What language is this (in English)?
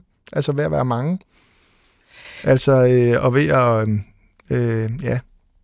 Danish